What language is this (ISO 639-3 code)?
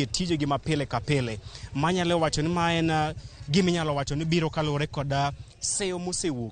luo